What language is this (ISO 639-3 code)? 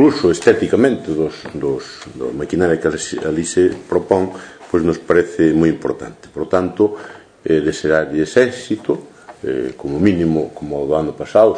glg